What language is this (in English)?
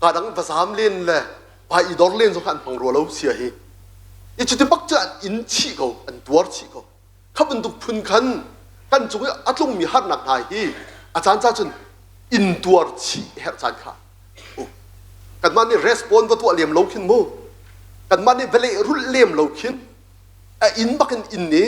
Hakha Chin